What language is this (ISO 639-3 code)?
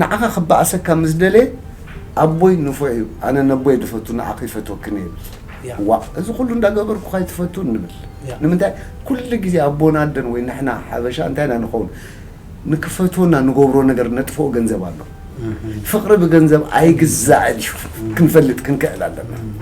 tir